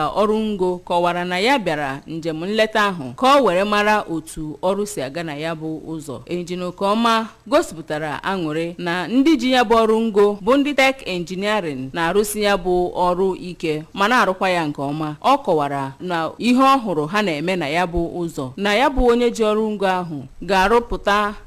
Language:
Igbo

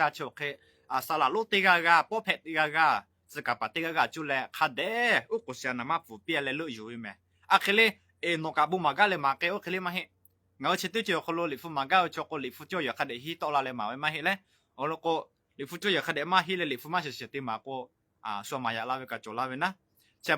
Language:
Lahu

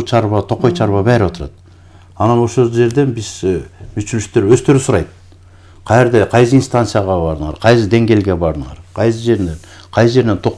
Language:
Kyrgyz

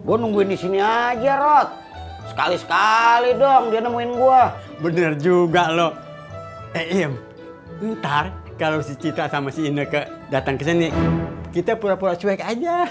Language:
Betawi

